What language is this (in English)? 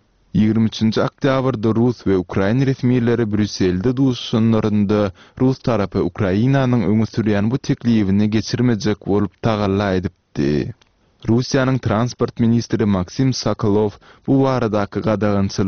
Turkmen